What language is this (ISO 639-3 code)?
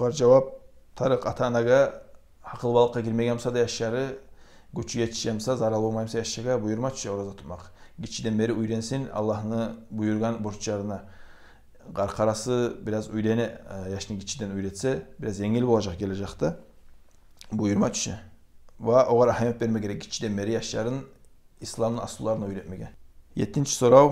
kum